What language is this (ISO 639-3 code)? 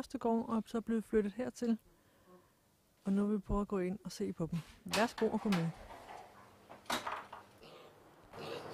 dan